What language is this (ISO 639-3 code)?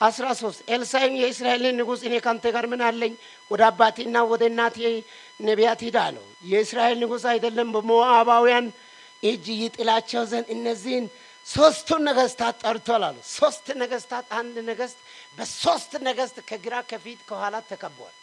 amh